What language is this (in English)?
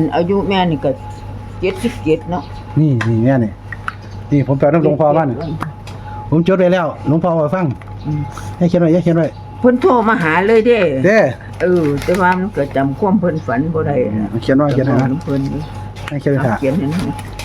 Northeastern Thai